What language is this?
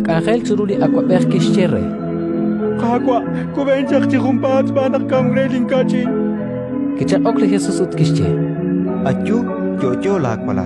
Kekchí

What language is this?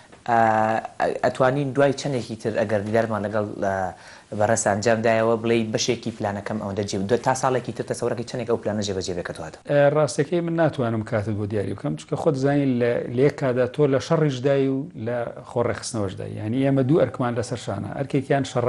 Central Kurdish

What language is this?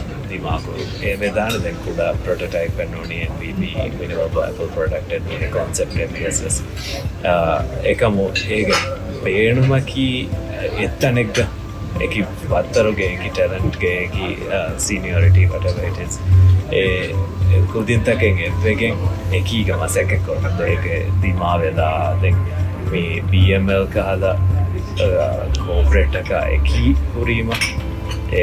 Divehi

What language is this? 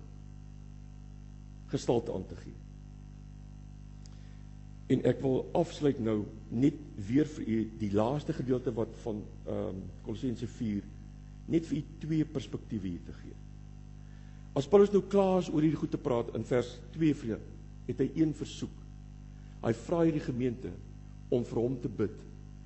Afrikaans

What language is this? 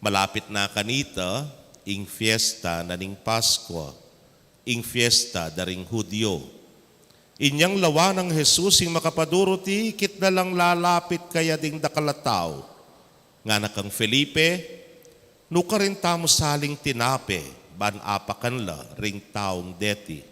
Pampanga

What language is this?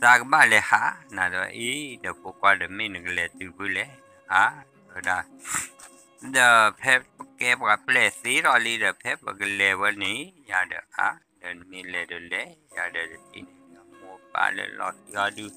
S'gaw Karen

